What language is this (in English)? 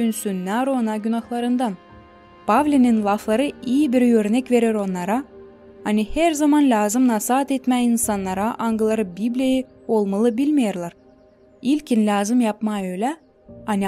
Gagauz